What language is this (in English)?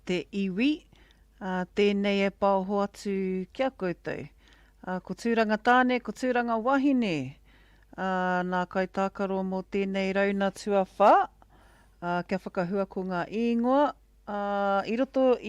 Māori